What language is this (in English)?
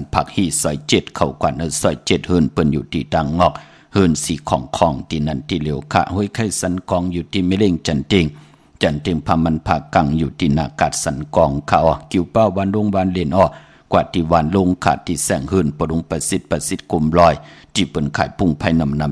Shan